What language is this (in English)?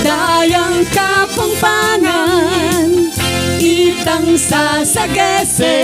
Pampanga